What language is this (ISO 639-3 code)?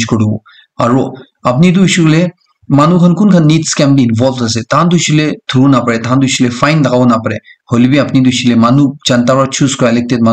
nag